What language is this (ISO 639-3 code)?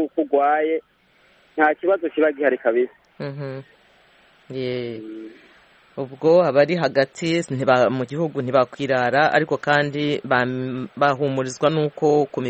kin